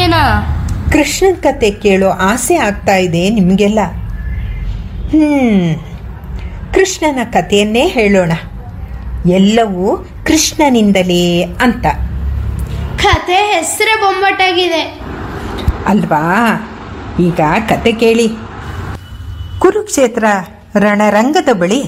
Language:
Kannada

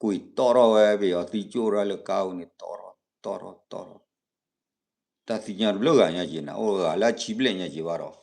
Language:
S'gaw Karen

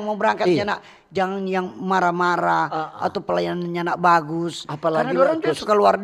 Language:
Manado Malay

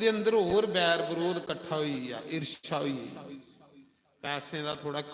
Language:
Dogri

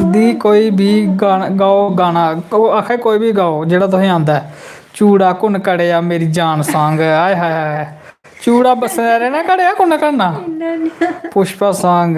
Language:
Dogri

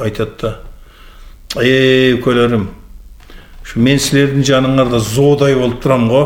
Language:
Kyrgyz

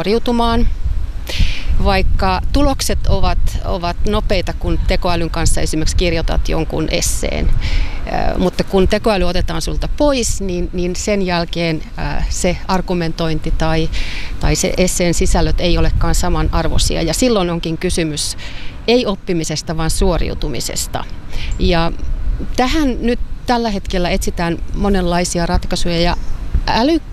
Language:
Finnish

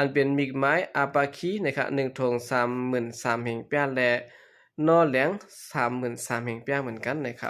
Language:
Shan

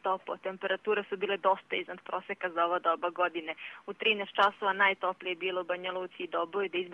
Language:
Croatian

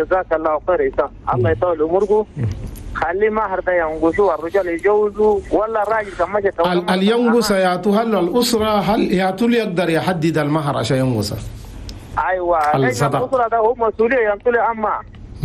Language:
Chadian Arabic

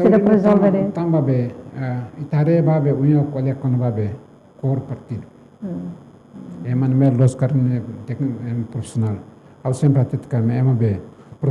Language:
Tetum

